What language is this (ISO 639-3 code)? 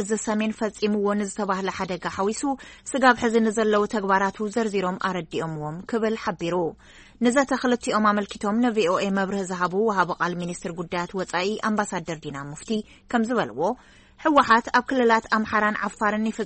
tir